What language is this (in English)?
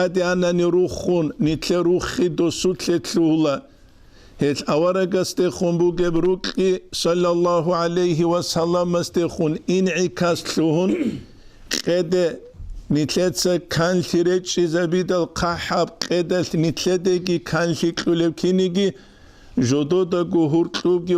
Avaric